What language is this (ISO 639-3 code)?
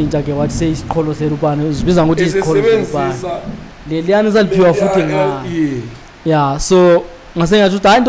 zul